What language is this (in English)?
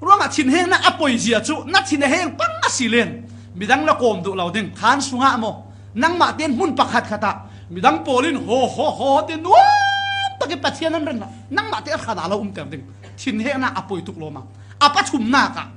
Falam Chin